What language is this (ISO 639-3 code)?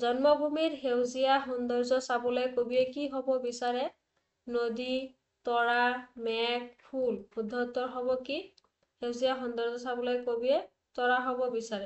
asm